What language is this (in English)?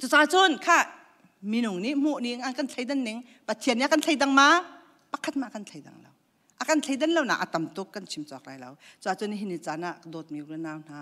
Hakha Chin